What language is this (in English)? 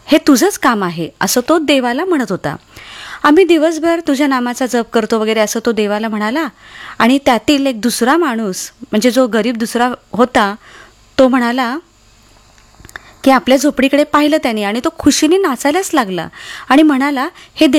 Marathi